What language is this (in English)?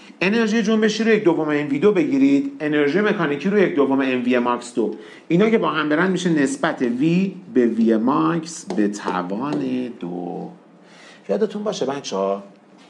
Persian